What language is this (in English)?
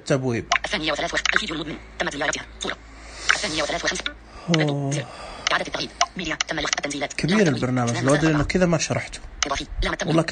Najdi Arabic